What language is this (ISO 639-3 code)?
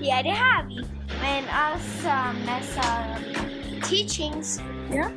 fao